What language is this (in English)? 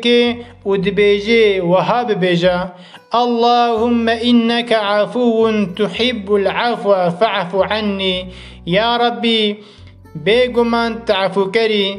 Kurdish